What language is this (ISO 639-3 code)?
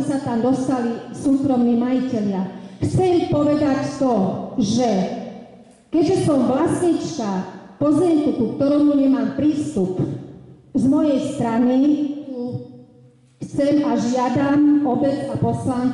slk